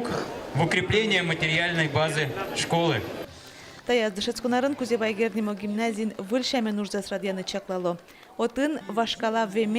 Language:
Udmurt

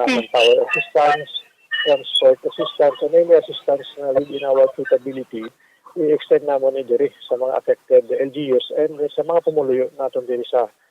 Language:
Hiligaynon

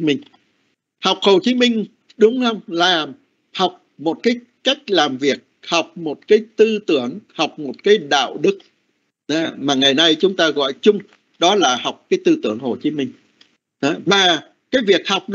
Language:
Vietnamese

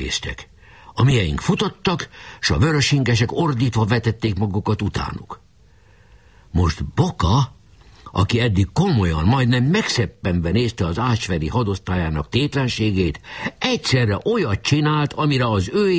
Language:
Hungarian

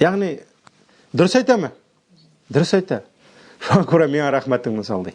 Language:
Tatar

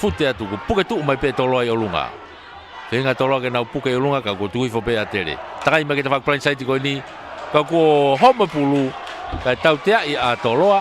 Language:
Tongan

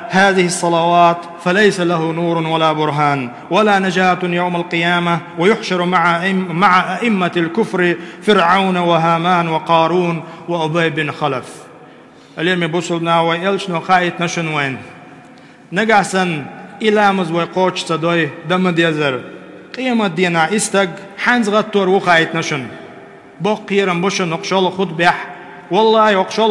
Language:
Chechen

